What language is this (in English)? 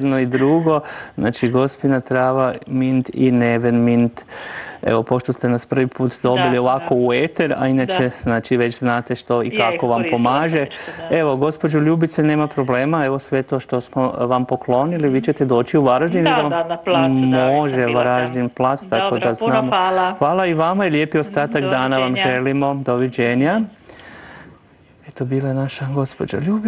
Croatian